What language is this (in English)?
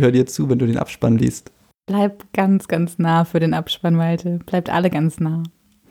German